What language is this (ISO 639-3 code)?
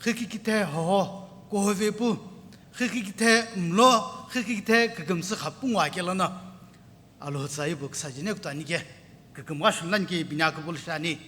nsm